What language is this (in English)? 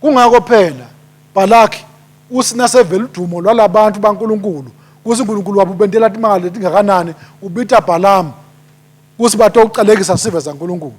Swati